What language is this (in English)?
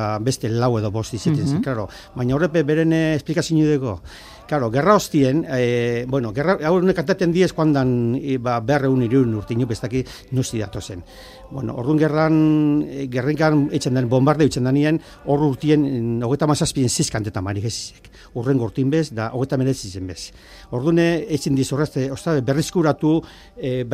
Basque